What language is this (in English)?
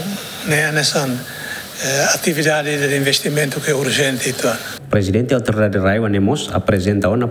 Tetum